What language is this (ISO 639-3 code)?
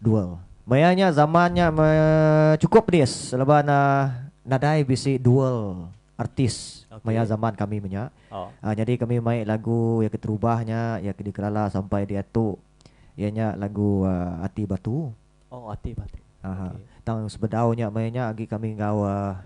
iba